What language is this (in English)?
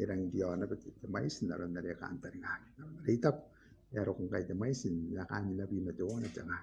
Gilbertese